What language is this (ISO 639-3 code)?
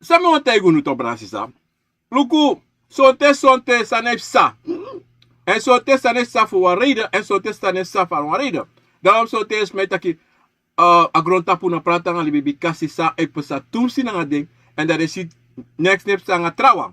srn